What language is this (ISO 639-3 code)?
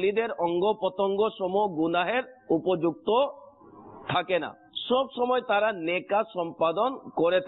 ben